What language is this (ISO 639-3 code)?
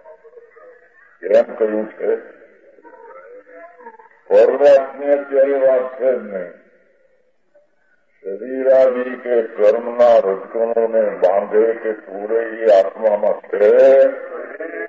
guj